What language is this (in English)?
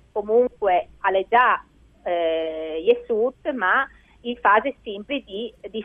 Friulian